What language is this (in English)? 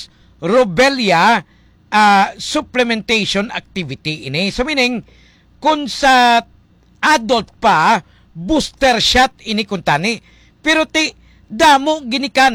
Hiligaynon